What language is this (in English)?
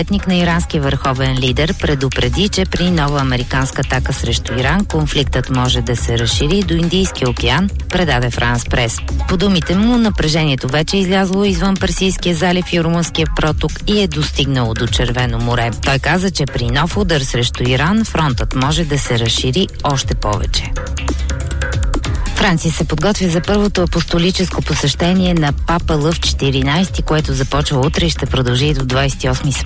Bulgarian